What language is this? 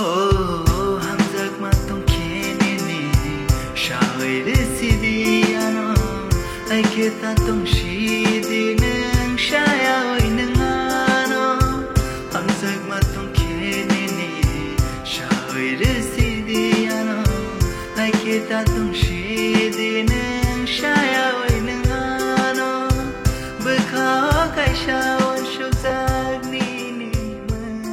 Kok Borok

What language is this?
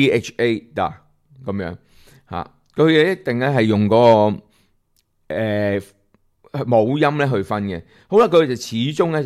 Cantonese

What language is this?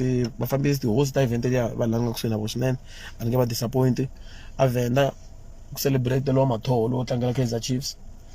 Tsonga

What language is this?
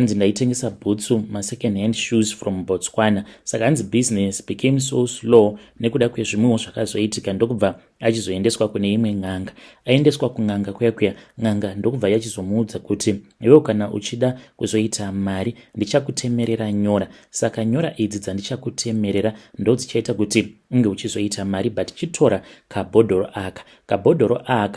Shona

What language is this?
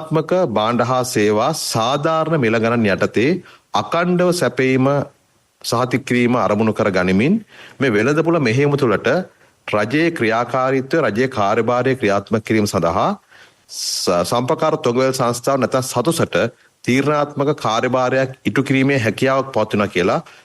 Sinhala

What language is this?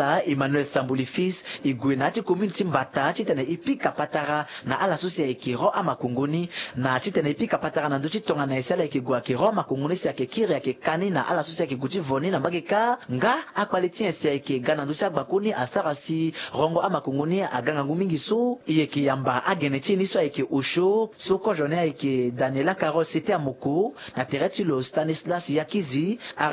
Sango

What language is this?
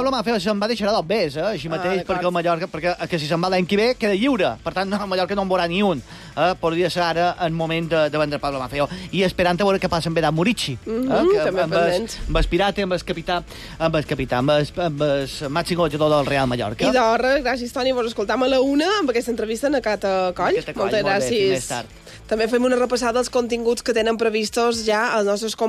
Catalan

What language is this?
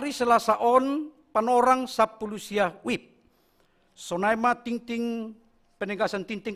Batak Simalungun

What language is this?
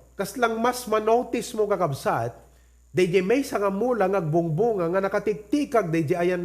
Iloko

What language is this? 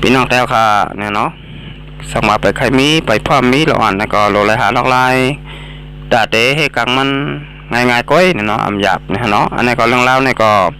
Shan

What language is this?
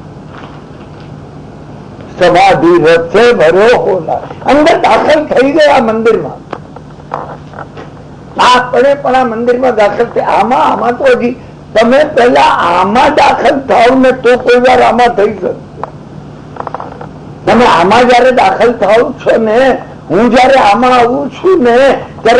Gujarati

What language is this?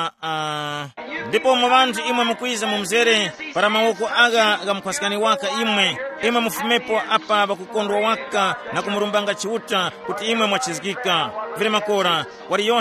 Tumbuka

